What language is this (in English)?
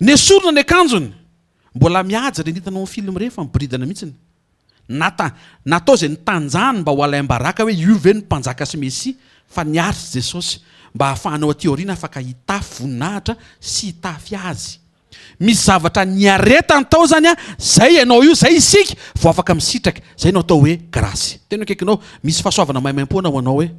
Malagasy